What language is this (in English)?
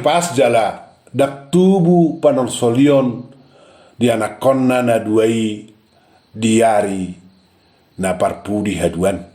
Batak Toba